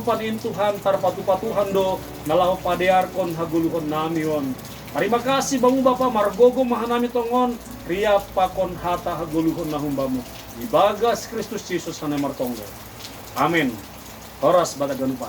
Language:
Batak Simalungun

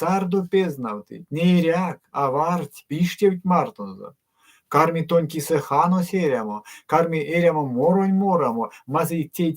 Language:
Erzya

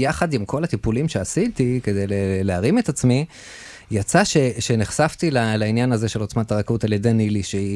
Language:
Hebrew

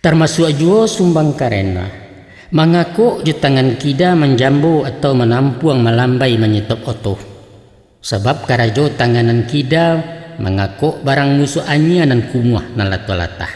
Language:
Minangkabau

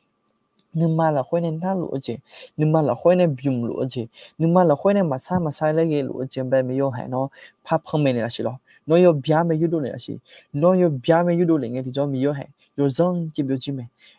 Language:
Akha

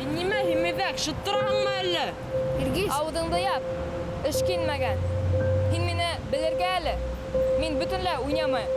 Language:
Bashkir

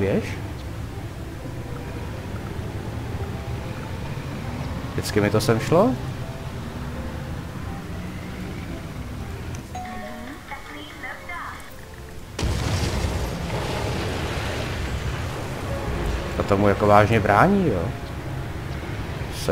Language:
Czech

